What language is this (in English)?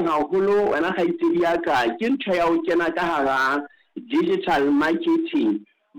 Southern Sotho